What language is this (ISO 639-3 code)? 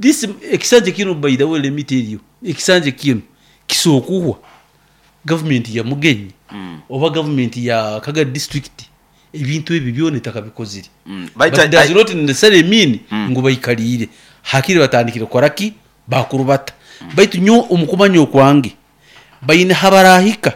nyo